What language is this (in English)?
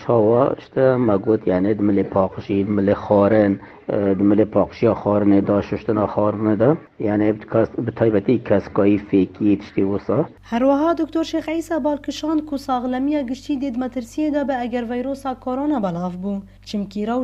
Kurdish